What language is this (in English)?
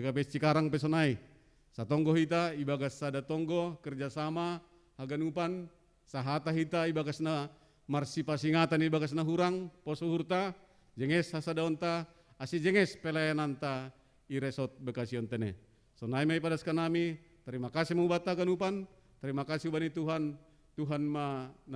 Batak Simalungun